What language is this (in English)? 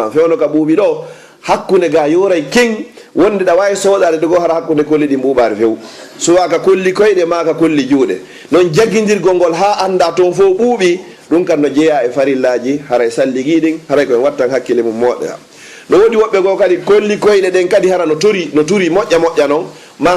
Fula